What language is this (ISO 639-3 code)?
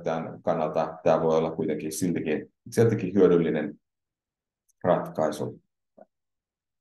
fin